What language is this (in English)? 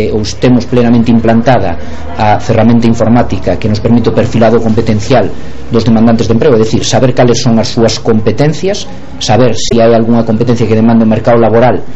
Galician